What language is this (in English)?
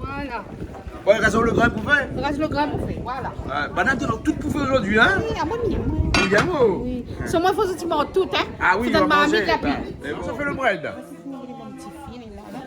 Réunion Creole French